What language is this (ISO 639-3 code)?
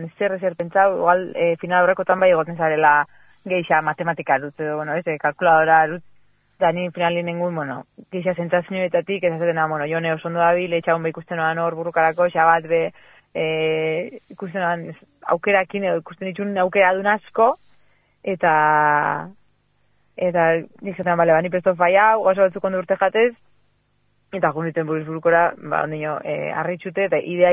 eus